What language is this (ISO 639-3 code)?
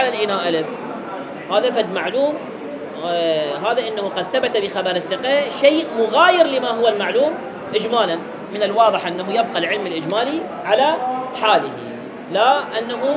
ara